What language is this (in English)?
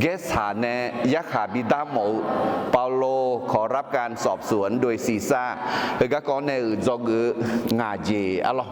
Akha